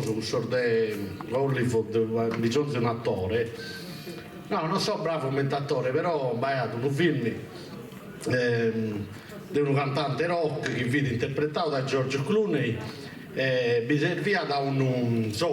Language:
Sardinian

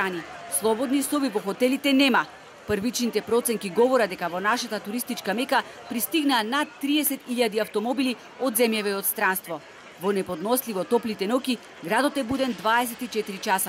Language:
Macedonian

